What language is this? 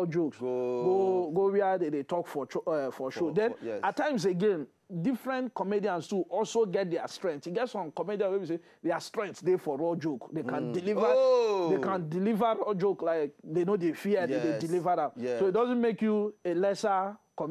Nigerian Pidgin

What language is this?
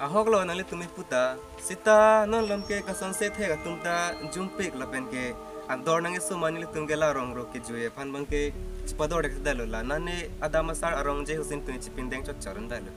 Karbi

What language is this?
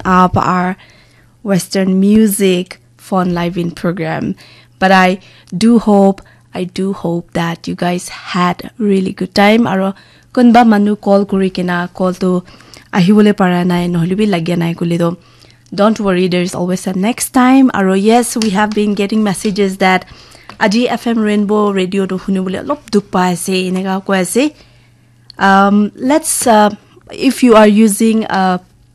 Naga Pidgin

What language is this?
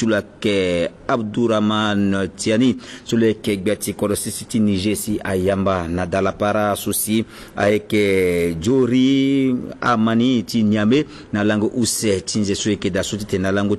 Sango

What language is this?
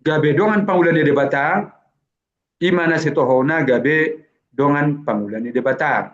Batak Toba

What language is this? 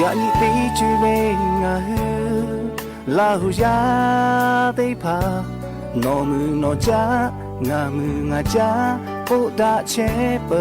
Lahu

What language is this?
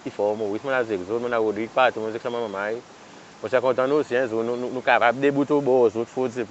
Seselwa Creole French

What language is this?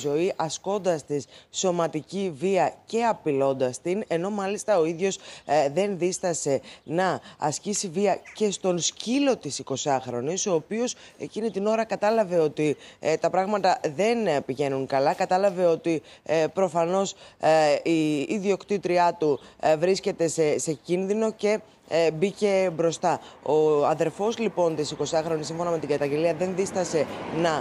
Greek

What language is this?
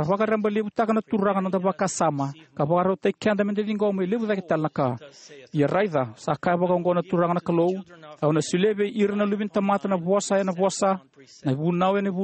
Fijian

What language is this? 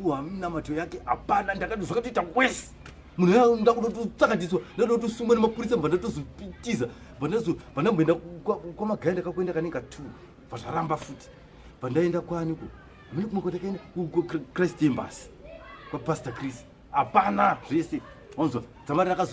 Shona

